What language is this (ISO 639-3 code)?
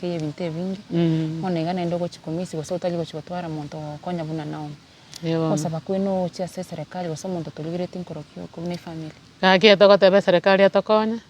guz